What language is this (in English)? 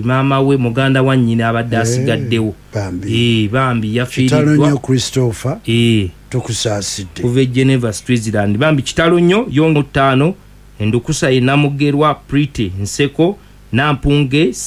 Ganda